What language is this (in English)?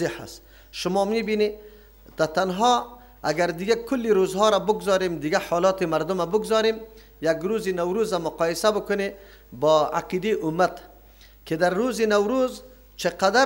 Persian